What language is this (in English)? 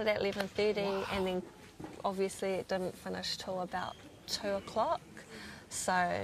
English